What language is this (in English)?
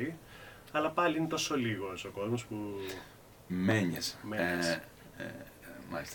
Greek